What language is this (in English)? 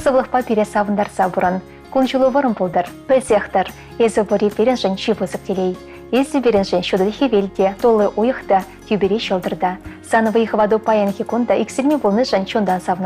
Chuvash